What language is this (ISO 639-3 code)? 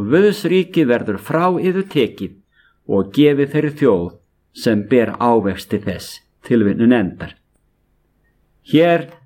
isl